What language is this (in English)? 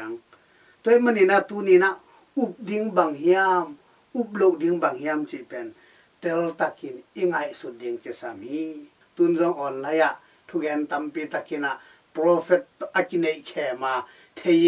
Tedim Chin